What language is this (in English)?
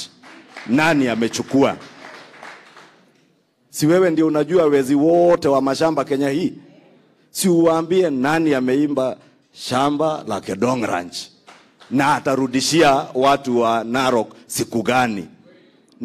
Swahili